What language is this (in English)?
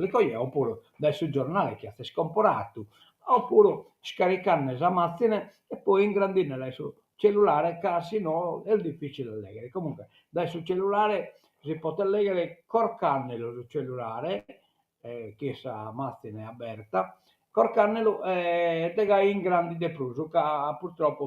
Sardinian